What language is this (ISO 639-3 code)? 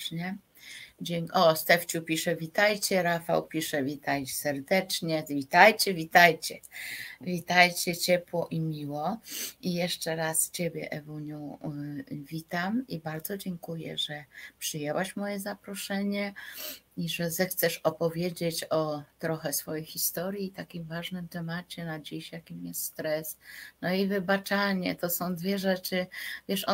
pol